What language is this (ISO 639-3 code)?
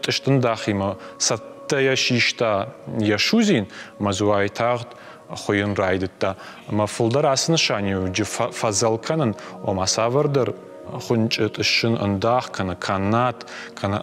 oss